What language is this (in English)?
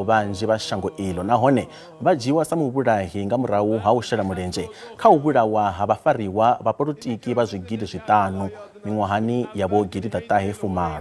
Venda